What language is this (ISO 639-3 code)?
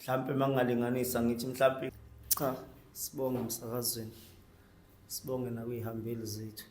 zul